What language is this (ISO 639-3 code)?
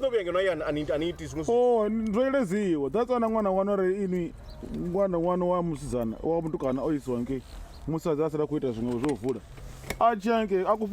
ven